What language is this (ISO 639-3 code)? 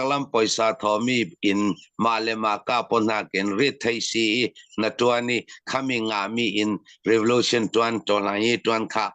cfm